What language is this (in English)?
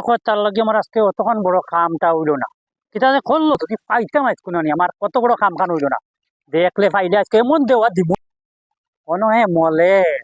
Sylheti